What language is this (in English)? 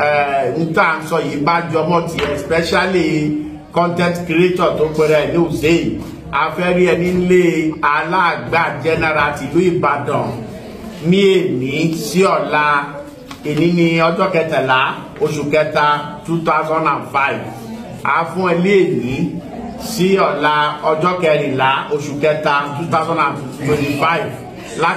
Yoruba